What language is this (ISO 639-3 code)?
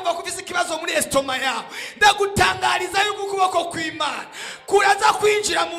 run